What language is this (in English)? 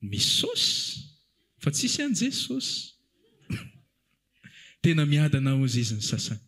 Malagasy